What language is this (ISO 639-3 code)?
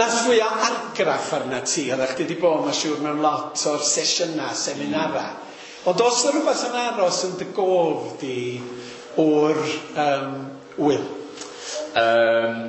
cym